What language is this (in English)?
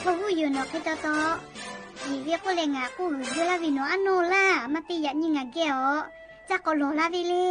Lahu